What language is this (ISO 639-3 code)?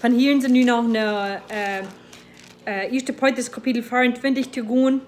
pdt